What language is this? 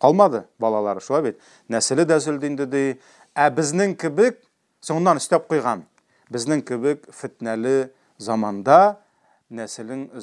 Tatar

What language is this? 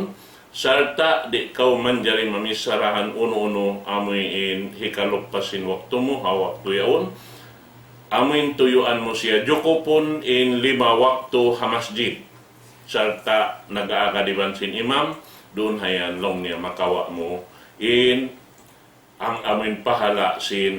Tausug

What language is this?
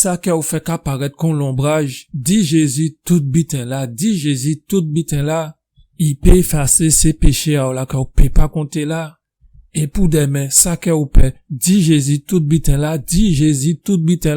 Guadeloupean Creole French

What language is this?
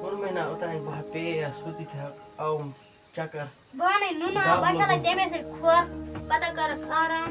Kashmiri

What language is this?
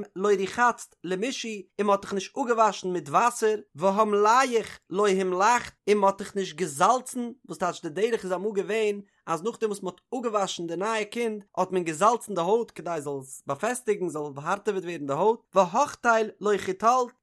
Yiddish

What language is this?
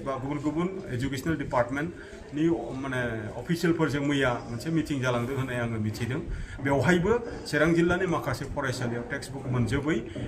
Bodo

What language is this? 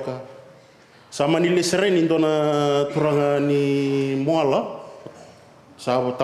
Fijian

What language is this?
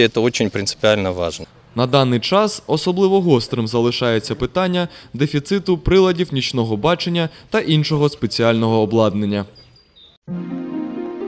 Ukrainian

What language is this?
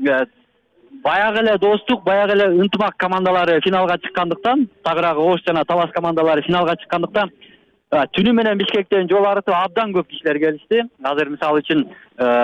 Kyrgyz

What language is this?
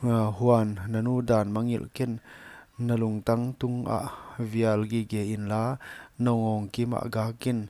Paite Chin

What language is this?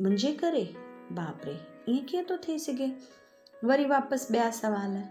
Sindhi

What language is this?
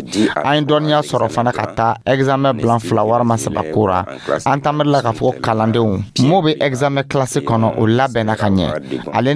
Dyula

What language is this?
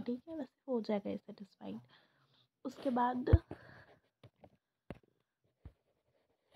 Hindi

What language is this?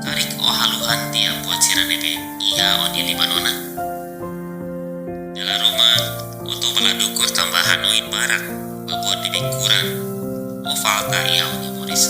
Tetum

